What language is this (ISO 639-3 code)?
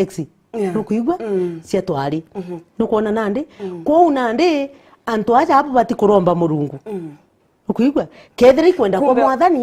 mer